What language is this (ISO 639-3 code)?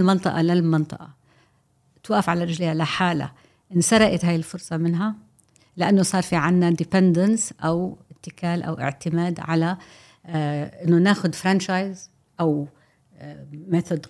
apc